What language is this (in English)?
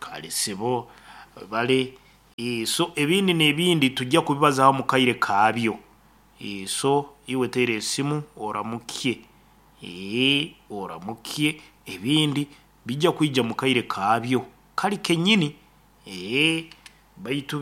Nyoro